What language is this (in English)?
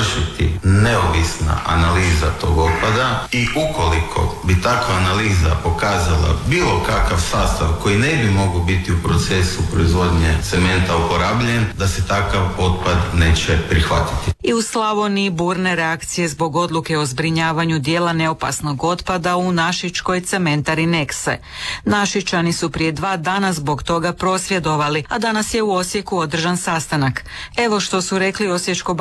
Croatian